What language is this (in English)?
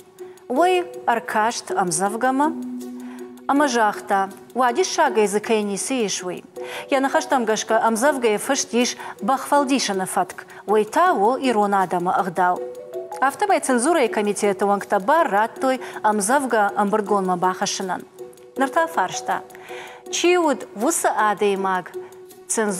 Ossetic